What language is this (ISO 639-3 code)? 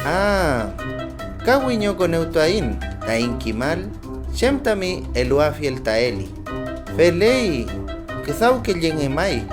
arn